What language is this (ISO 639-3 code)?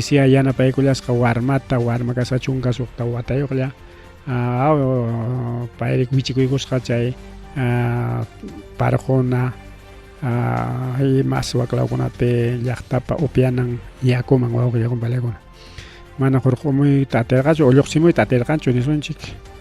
quy